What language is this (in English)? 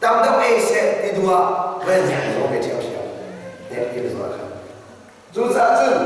Hakha Chin